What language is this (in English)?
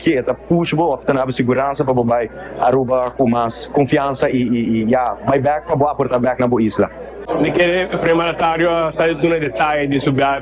Papiamento